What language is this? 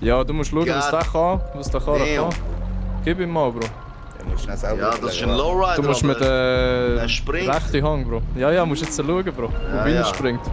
Swiss German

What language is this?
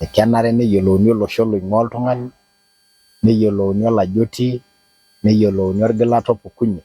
Masai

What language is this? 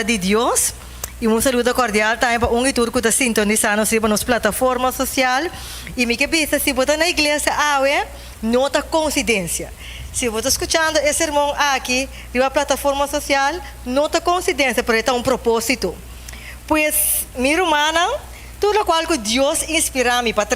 Papiamento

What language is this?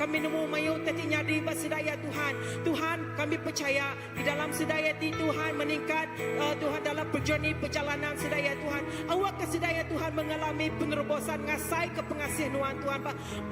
Iban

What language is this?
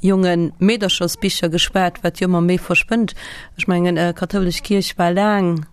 Luxembourgish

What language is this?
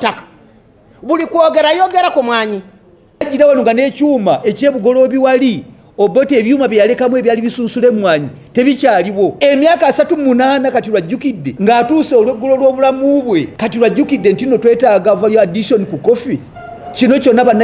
Ganda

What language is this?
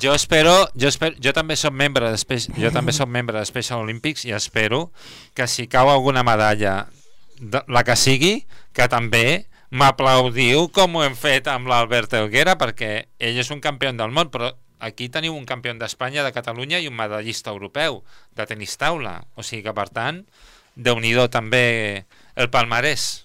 Catalan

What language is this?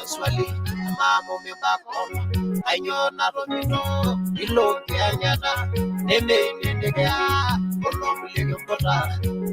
Masai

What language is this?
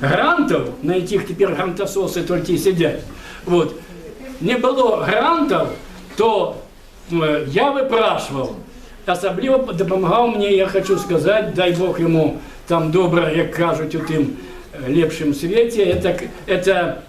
Belarusian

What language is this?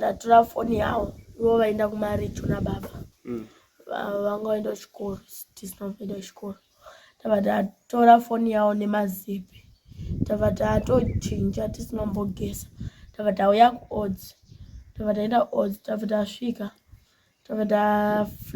Shona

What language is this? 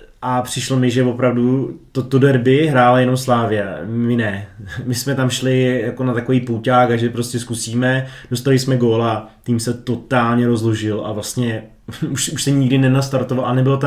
Czech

